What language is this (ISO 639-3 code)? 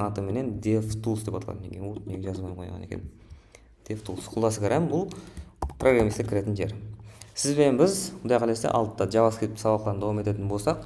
kaa